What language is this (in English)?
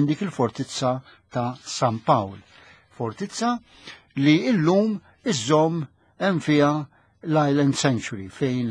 Maltese